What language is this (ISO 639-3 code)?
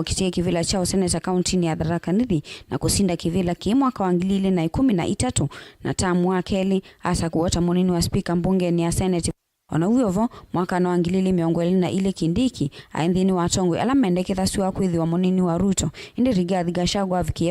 kam